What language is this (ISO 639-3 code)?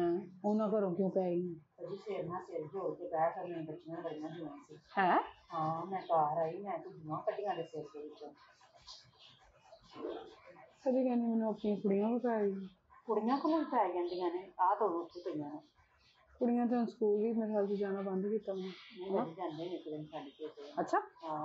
pan